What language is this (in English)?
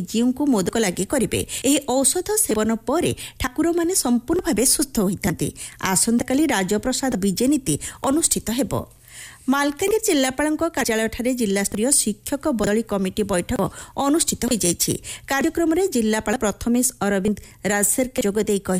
Odia